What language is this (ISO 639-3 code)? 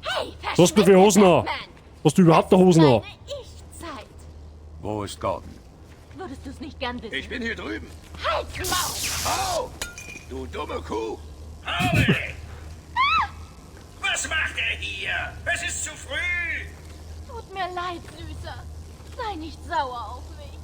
bar